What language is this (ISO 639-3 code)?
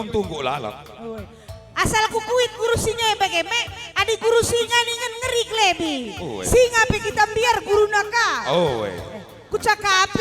btx